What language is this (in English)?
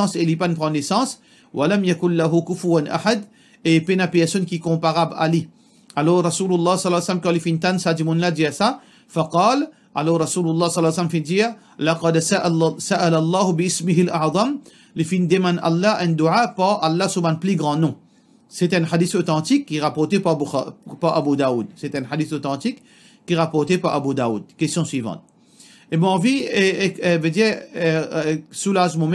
Morisyen